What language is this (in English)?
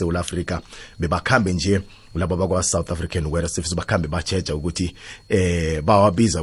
South Ndebele